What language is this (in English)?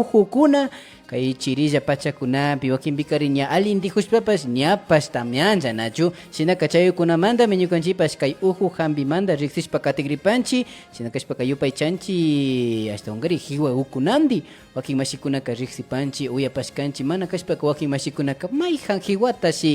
Imbabura Highland Quichua